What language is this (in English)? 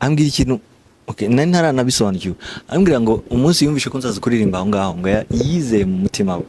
Kinyarwanda